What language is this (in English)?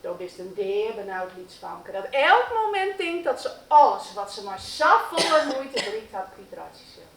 Western Frisian